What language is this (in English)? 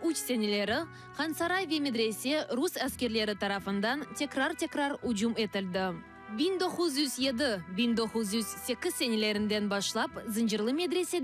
Crimean Tatar